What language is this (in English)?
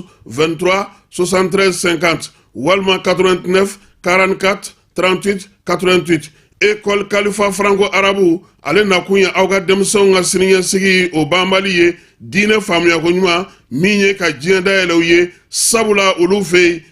Bambara